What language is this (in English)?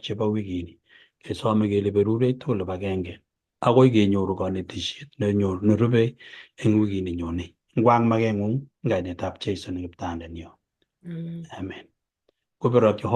Kalenjin